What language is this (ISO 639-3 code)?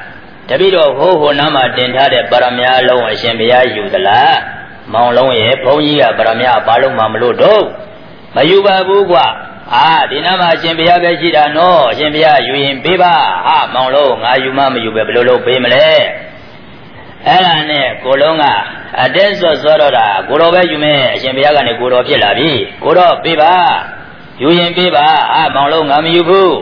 mya